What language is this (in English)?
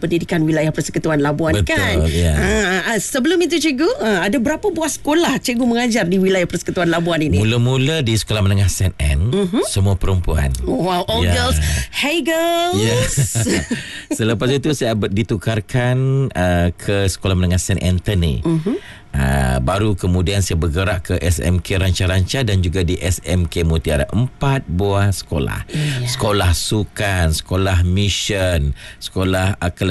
Malay